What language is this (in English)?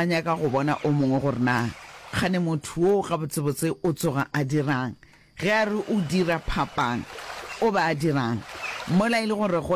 Northern Sotho